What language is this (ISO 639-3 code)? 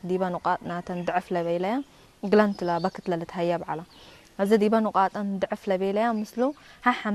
tig